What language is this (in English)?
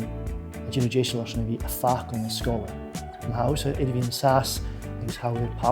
Scottish Gaelic